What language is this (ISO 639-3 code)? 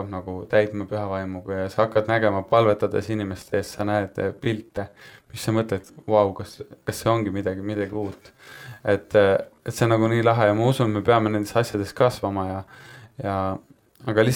est